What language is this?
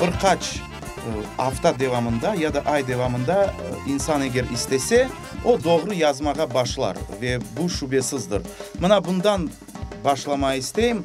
Crimean Tatar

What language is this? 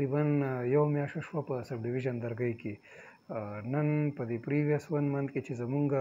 Pashto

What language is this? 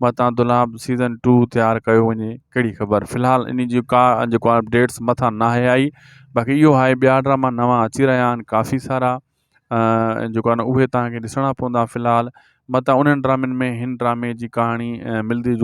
Sindhi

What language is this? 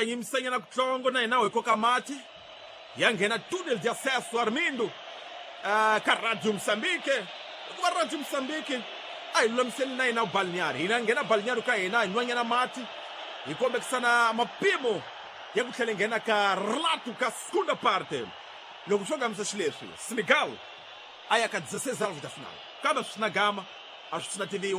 Tsonga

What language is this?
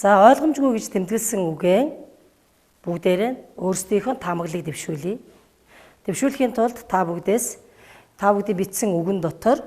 Mongolian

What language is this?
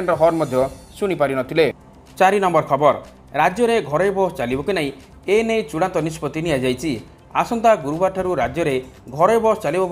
Odia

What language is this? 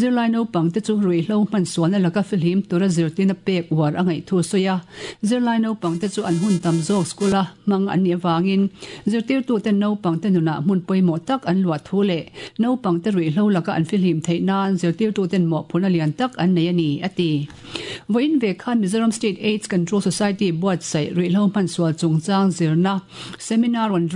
Mizo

